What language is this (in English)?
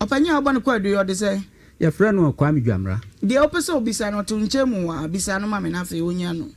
Akan